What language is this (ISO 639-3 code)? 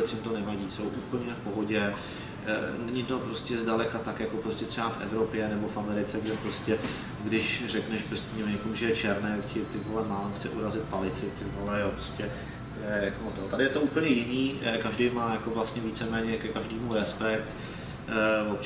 ces